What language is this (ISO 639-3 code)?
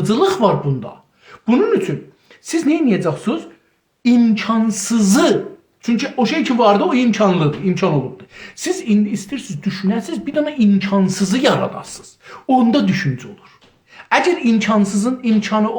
azb